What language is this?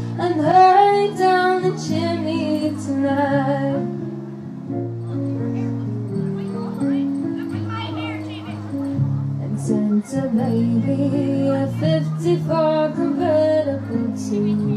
English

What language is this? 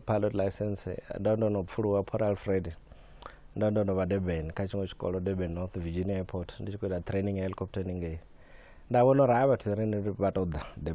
Venda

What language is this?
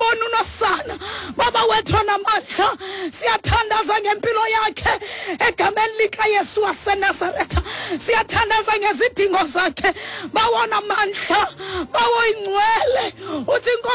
Xhosa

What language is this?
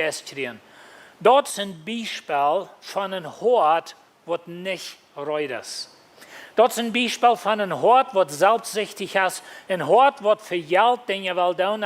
Plautdietsch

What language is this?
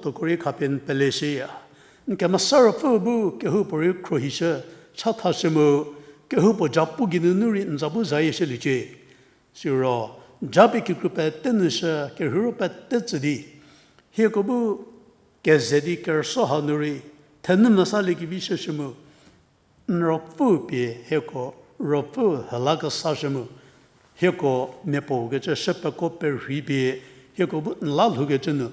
Angami Naga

